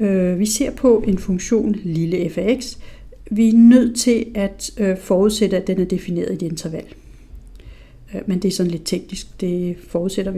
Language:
Danish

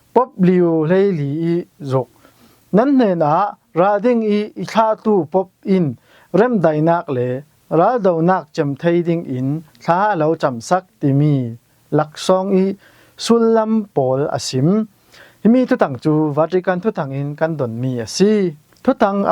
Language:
Falam Chin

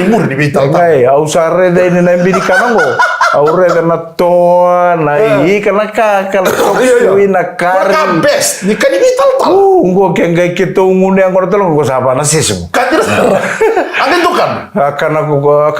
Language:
Fijian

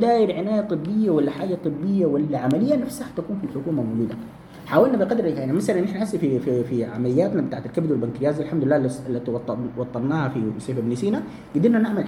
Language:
Sudanese Arabic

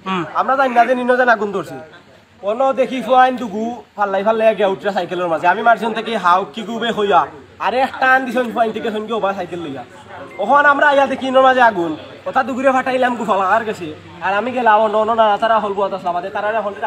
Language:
Sylheti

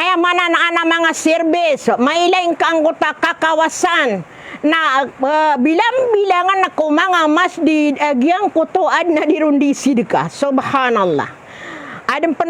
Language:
Maranao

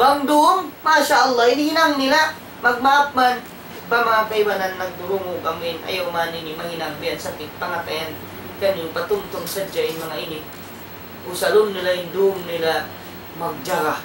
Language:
Tausug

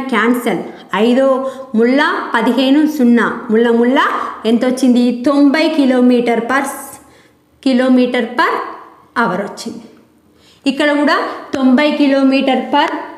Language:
Telugu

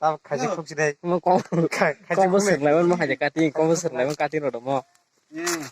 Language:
Kok Borok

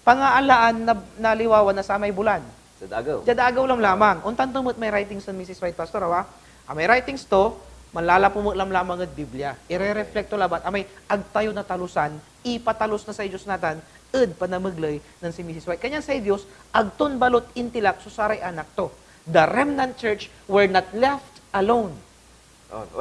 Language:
Pangasinan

